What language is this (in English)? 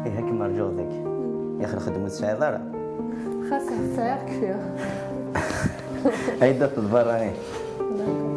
Kabyle